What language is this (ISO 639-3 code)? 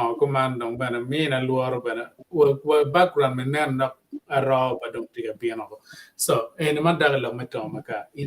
ach